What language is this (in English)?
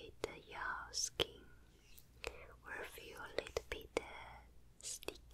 English